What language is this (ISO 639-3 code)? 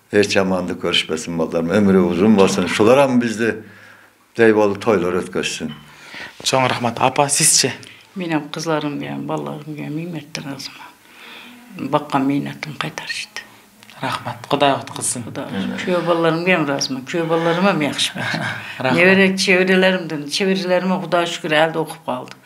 kir